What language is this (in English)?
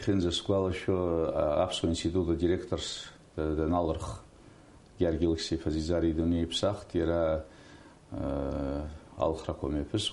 Abkhazian